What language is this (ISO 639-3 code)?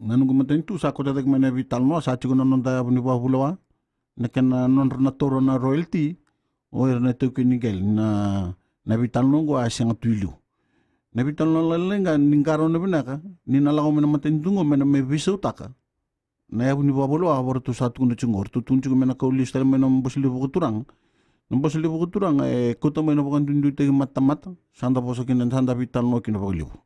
fij